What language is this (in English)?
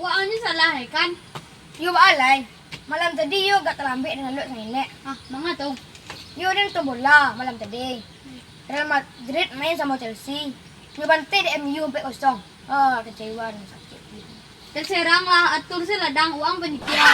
Minangkabau